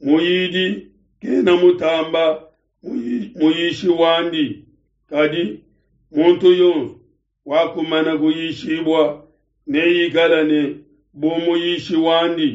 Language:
Luba-Lulua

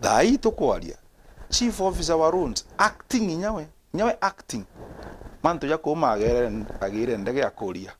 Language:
Meru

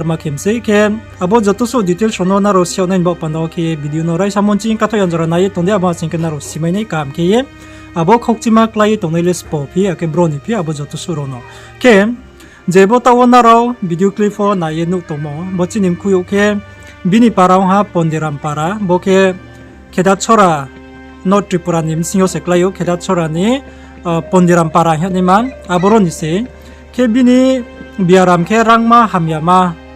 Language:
Riang (India)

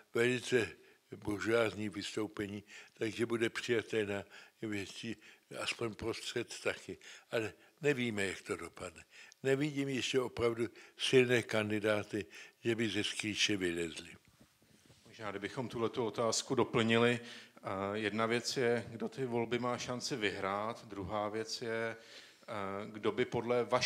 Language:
Czech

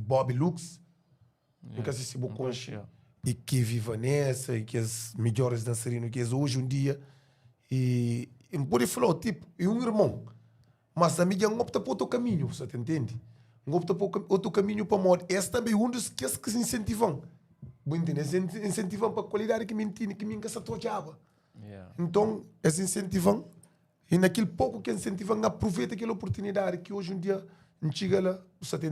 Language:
Kabuverdianu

